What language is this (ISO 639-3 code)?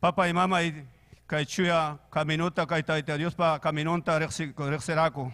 quy